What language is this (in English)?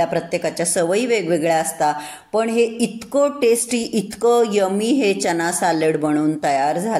Marathi